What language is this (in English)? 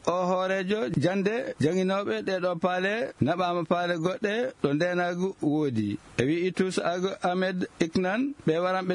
Fula